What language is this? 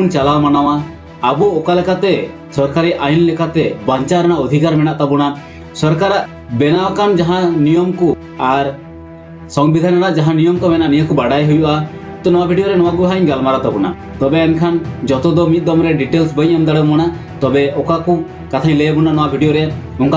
Santali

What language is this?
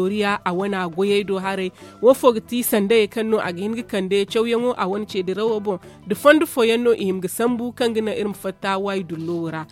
Zarma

